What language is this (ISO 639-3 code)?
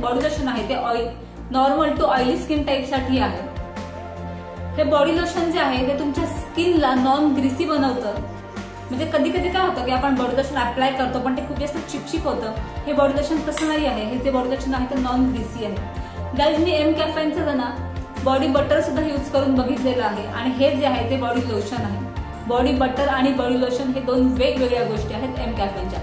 mar